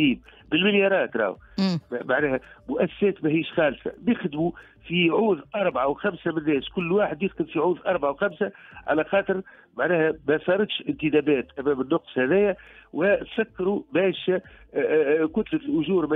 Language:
Tunisian Arabic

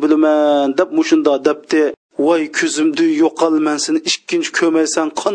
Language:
Uyghur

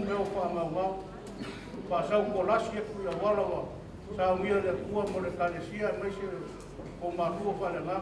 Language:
Samoan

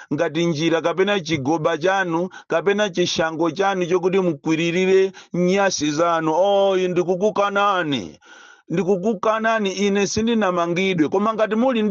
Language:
Nyanja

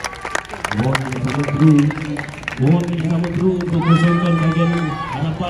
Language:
Malay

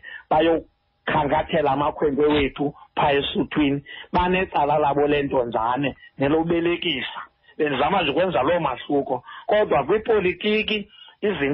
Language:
Xhosa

